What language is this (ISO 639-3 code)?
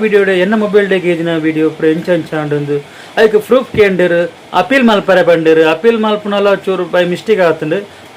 tcy